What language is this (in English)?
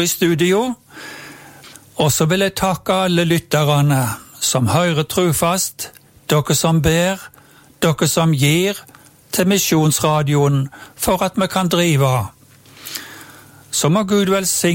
Norwegian